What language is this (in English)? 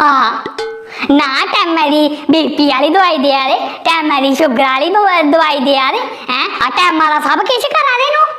Dogri